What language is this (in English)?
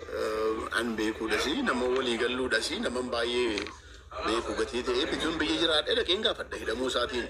Oromo